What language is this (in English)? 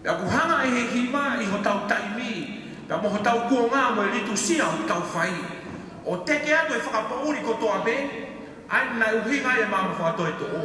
Tongan